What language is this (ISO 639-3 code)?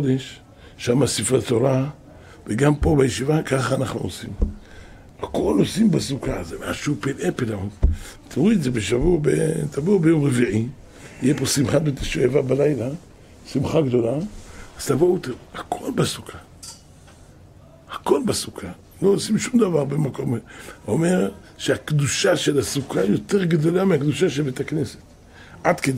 heb